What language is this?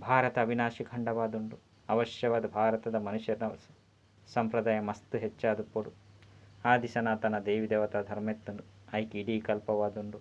Tulu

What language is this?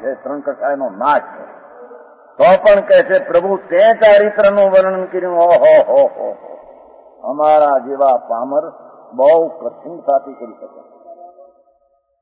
Gujarati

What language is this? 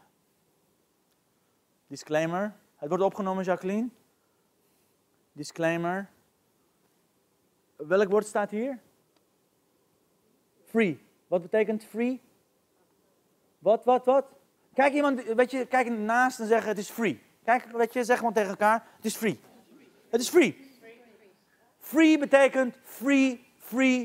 Dutch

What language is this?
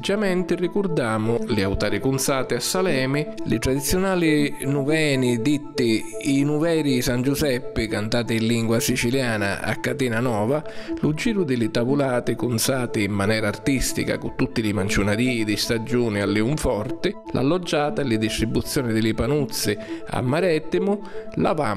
Sicilian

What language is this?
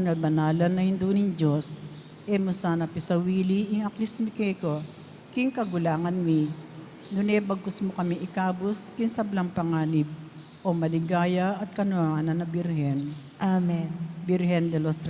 Pampanga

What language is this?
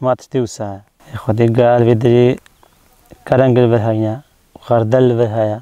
Kurdish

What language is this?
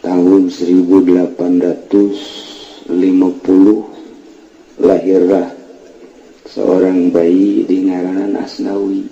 Sundanese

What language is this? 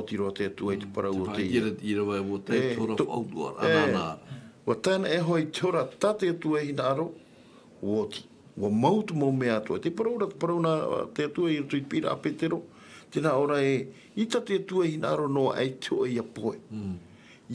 Tahitian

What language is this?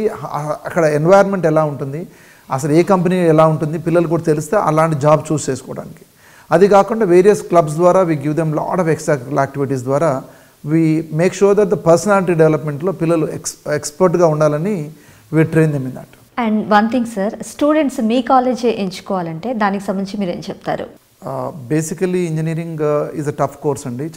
Telugu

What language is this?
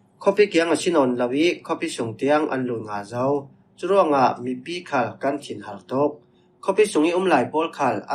Falam Chin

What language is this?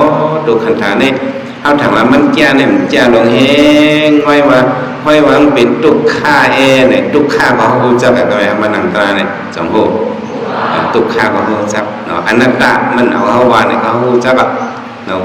Shan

